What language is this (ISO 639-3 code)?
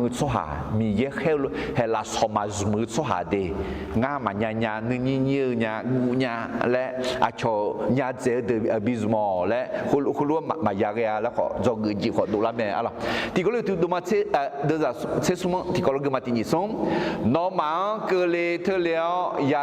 ahk